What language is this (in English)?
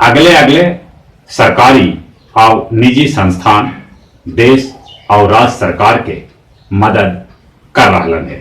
Magahi